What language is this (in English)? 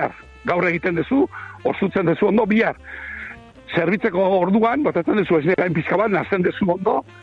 Basque